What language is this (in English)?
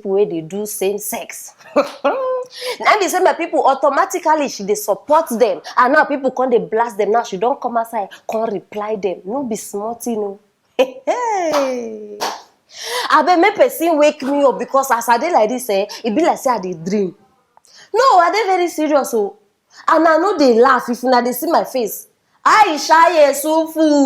Nigerian Pidgin